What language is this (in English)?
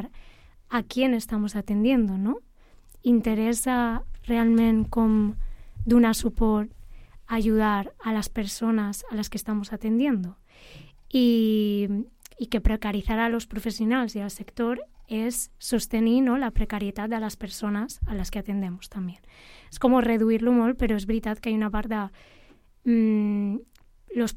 Catalan